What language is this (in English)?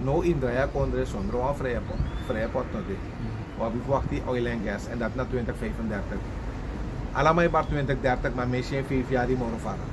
Sranan Tongo